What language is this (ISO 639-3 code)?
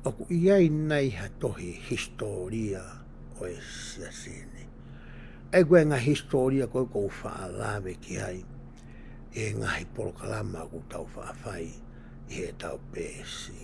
ton